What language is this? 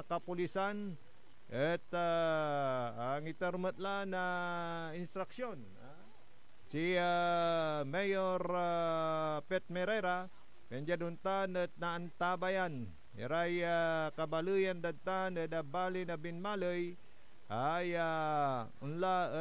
Pangasinan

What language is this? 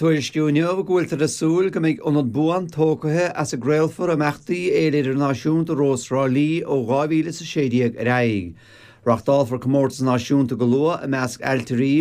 Irish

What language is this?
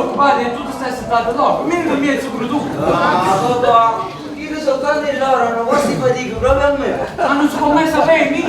Neapolitan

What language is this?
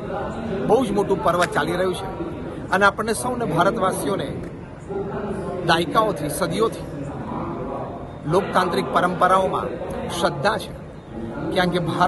Gujarati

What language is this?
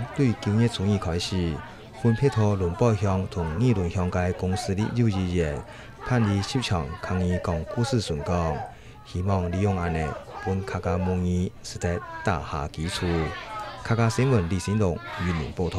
Hakka Chinese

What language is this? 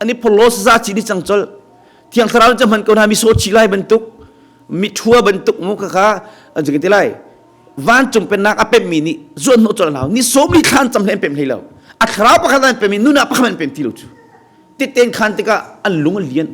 Hakha Chin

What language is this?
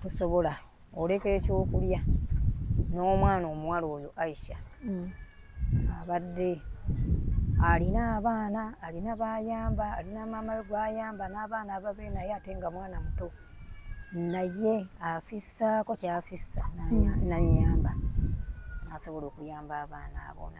Ganda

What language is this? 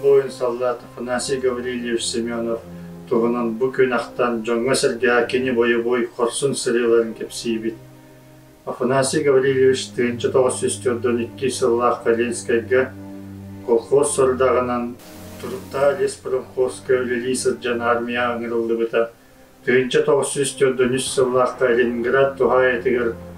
Yakut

